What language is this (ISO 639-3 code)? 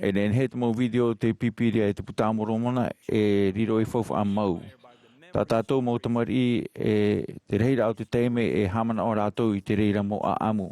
tah